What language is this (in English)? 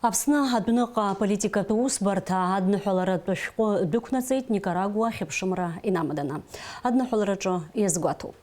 Abkhazian